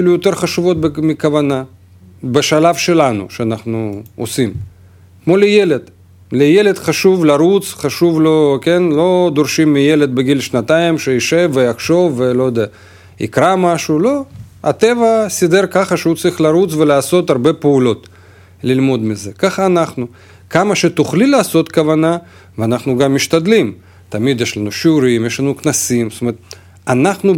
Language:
Hebrew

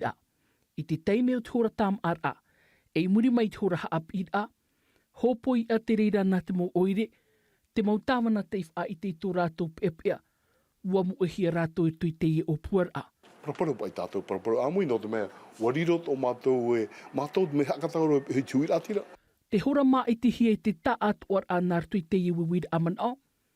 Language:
Tahitian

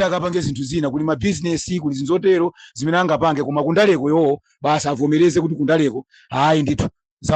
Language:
Nyanja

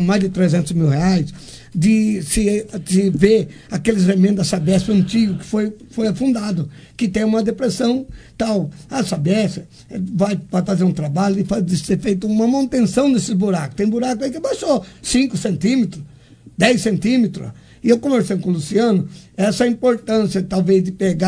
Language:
Portuguese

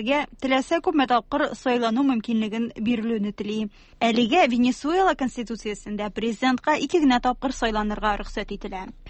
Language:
Tatar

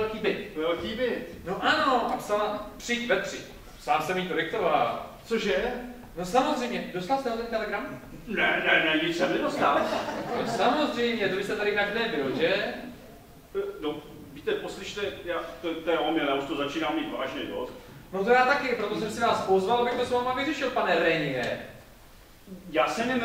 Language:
Czech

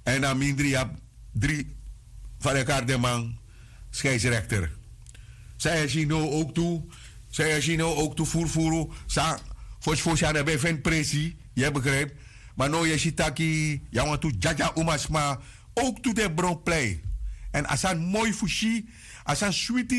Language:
Sranan Tongo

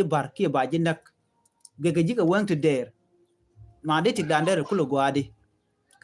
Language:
Nuer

